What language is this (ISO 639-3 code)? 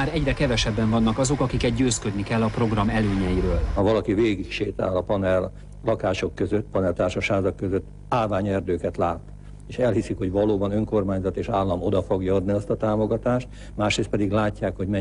hun